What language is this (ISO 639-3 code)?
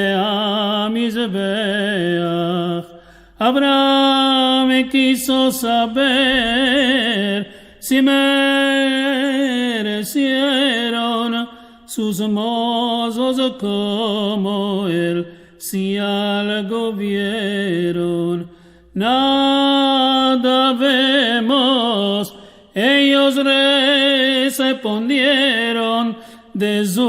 lad